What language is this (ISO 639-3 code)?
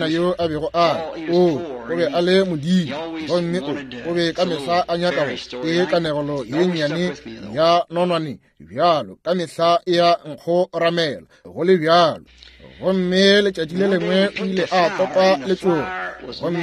nso